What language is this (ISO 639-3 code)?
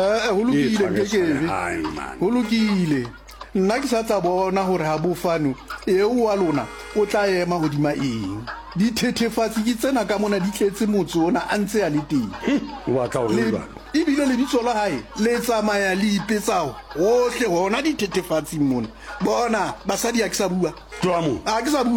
sot